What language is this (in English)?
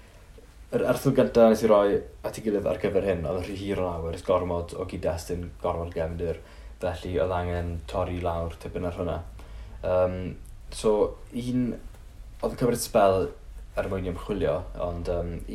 Welsh